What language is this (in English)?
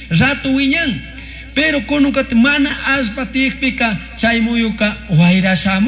Chimborazo Highland Quichua